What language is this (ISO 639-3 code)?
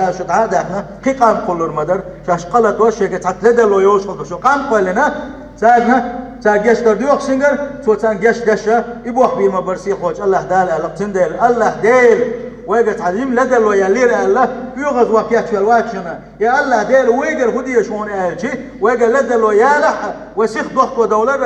che